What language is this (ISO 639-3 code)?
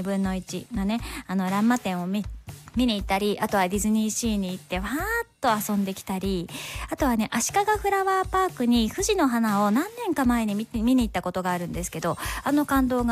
jpn